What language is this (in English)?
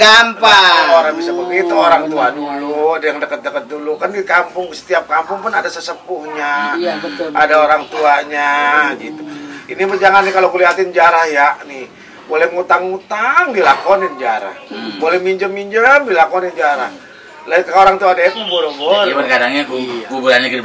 Betawi